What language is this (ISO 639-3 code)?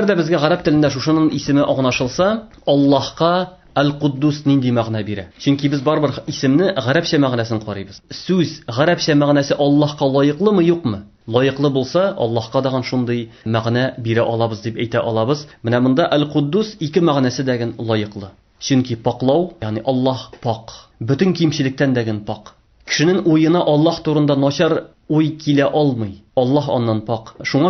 tat